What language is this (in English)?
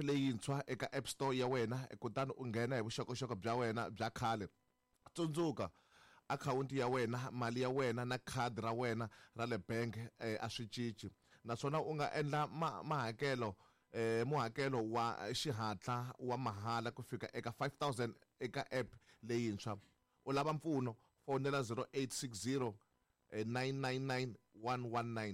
Tsonga